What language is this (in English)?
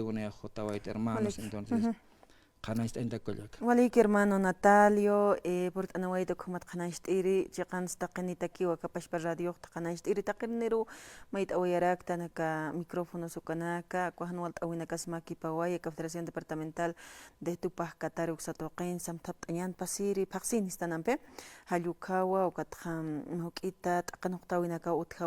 Aymara